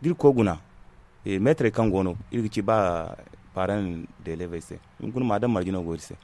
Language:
Zarma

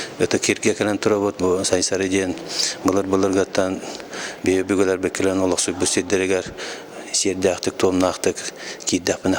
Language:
Yakut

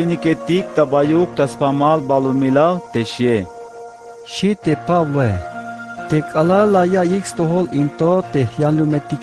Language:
Tzeltal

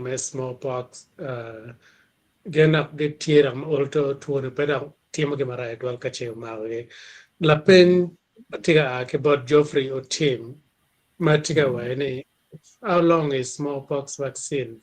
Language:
Acoli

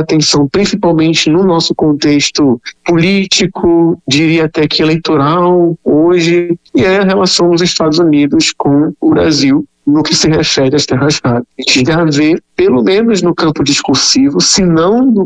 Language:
Portuguese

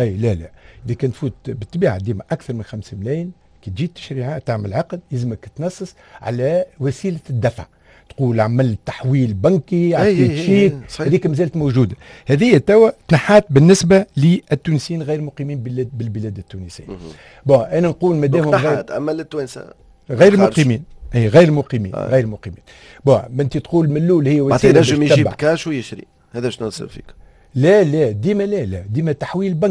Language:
Tunisian Arabic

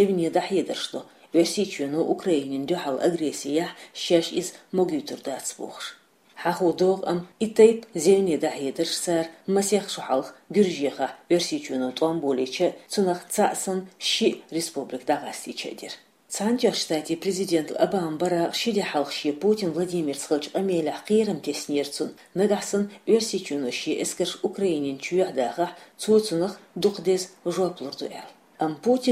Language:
Chechen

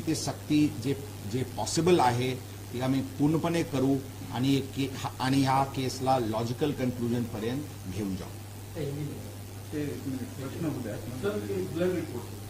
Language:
Marathi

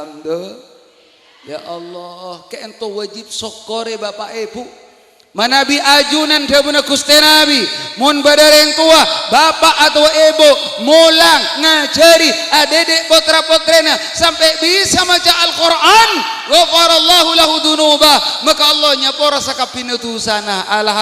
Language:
Madurese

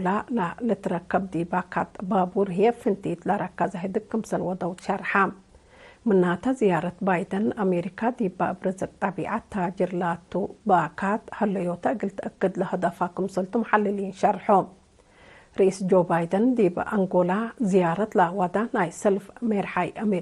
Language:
Tigre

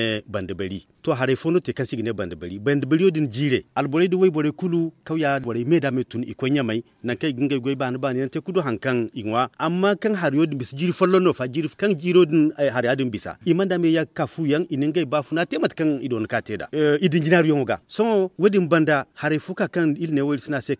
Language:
Zarma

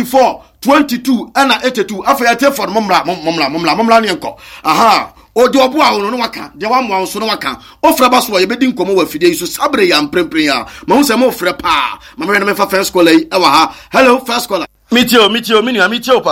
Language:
Akan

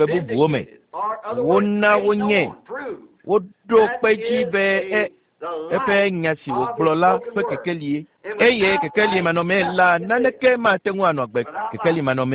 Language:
Ewe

